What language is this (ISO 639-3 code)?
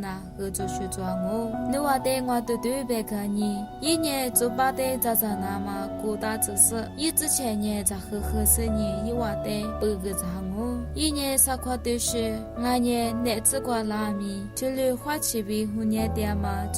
lis